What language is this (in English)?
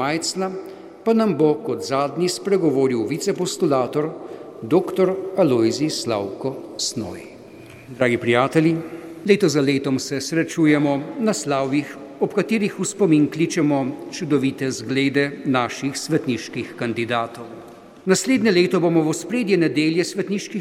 Slovenian